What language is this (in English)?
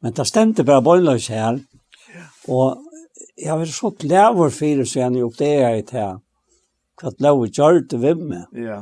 Faroese